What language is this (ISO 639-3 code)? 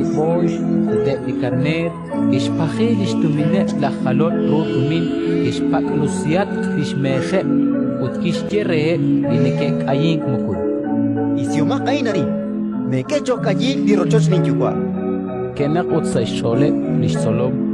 kek